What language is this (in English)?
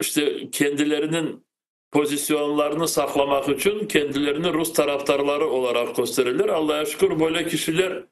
Crimean Tatar